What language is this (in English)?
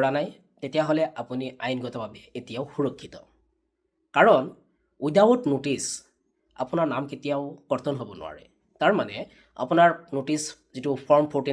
Assamese